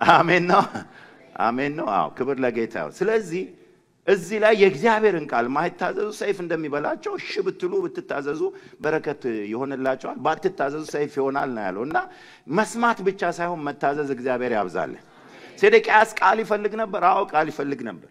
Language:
Amharic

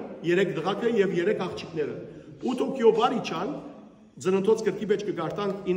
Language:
Western Armenian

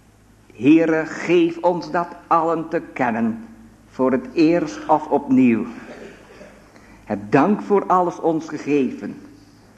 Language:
Dutch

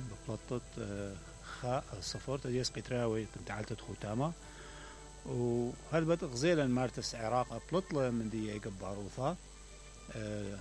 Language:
Mesopotamian Arabic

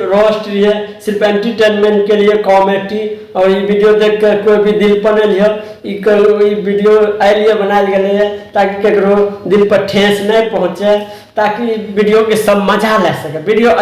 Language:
Maithili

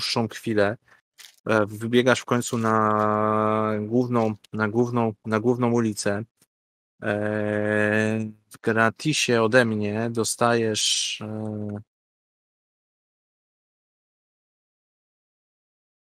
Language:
Polish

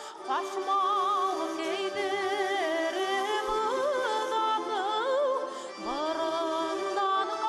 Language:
Bashkir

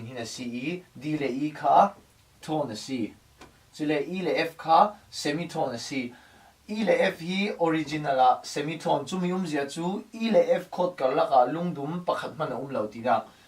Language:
Falam Chin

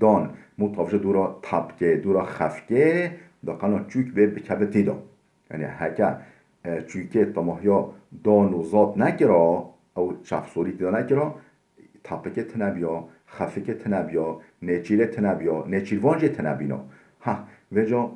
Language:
Kurdish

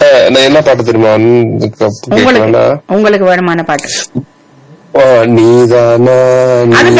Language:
Tamil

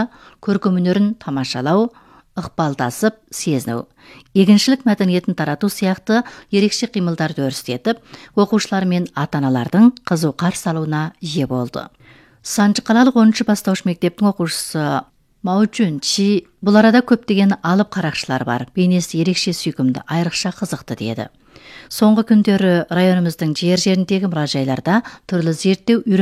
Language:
Kazakh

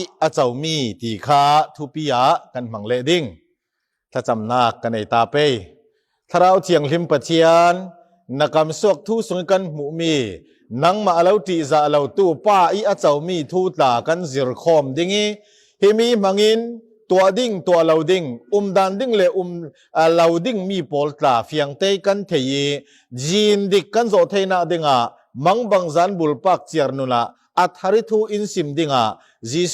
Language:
Falam Chin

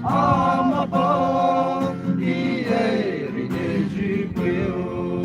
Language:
Poumei Naga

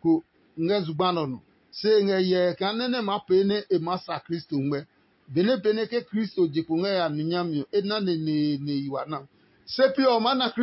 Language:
Adangme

